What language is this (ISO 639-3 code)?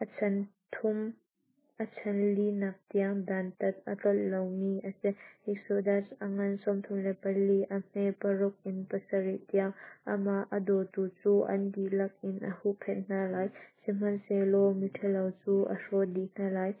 cnh